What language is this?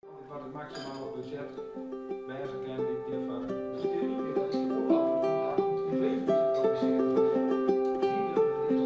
Western Frisian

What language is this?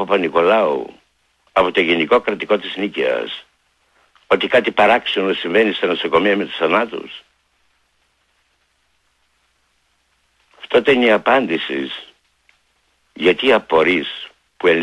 Greek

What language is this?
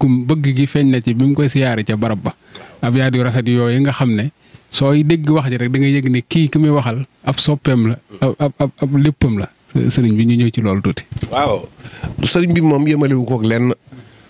Wolof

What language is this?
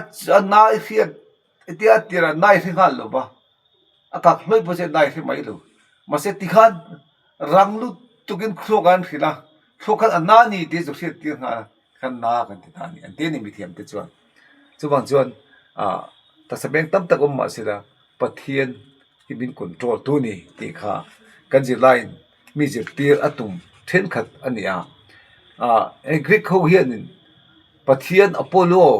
Mizo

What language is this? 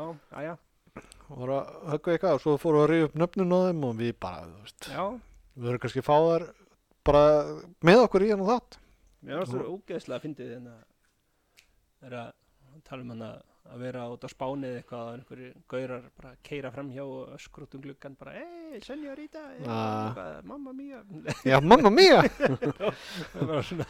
Icelandic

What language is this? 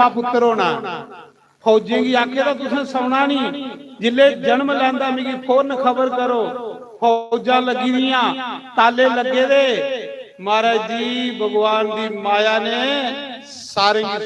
Dogri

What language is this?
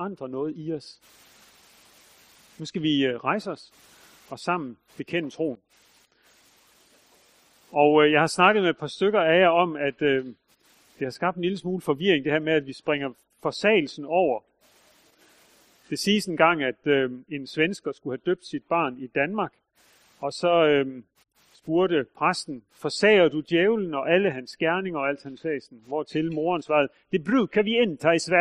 Danish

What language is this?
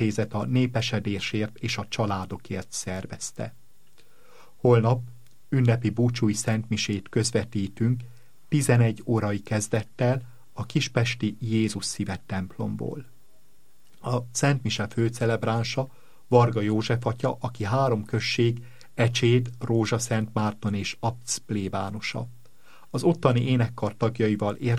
Hungarian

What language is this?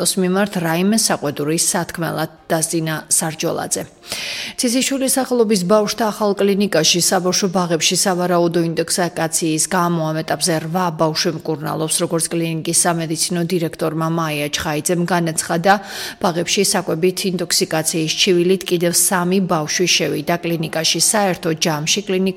Georgian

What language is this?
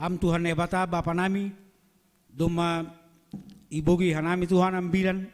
Batak Simalungun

